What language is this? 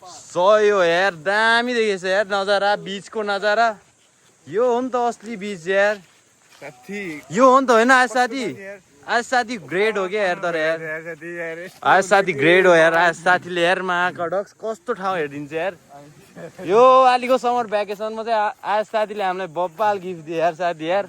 Nepali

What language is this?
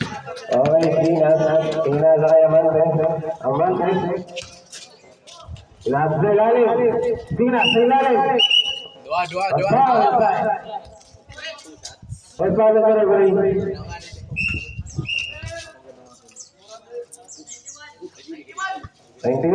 Filipino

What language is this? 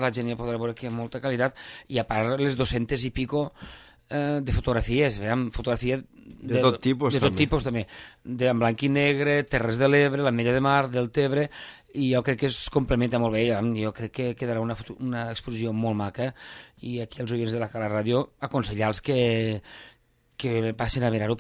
Catalan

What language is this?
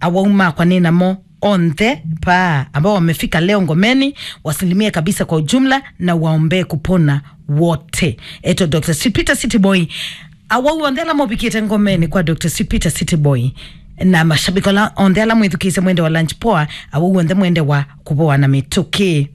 Kamba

